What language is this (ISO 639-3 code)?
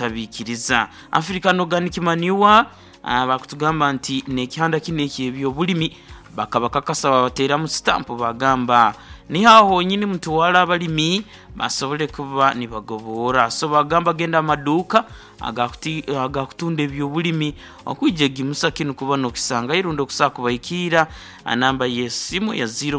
nyn